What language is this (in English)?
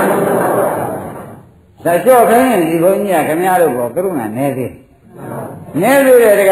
Burmese